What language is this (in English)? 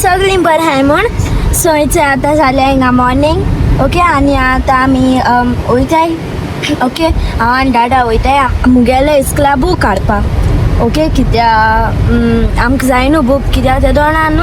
Konkani